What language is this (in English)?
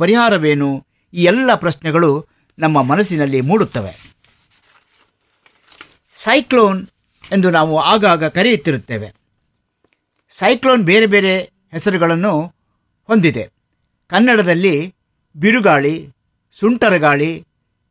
Kannada